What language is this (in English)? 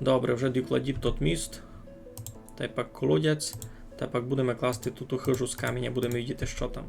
Rusyn